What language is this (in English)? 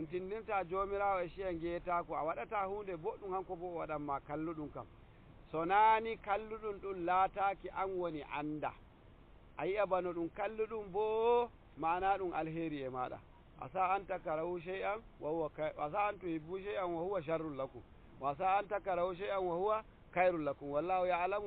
Nigerian Fulfulde